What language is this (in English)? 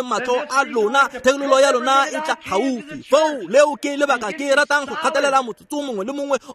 Tswana